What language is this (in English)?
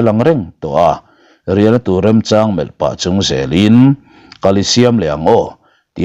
Mizo